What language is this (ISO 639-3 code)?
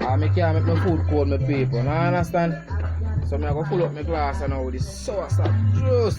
jam